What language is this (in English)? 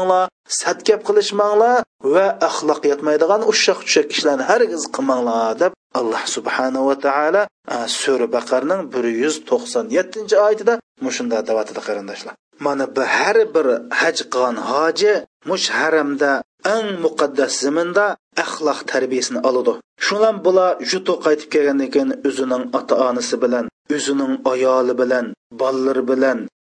Uyghur